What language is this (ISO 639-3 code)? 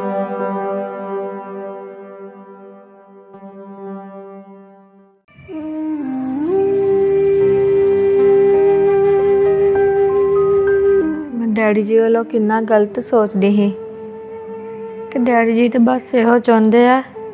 pan